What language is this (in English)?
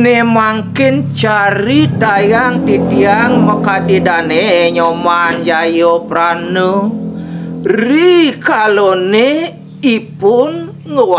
Balinese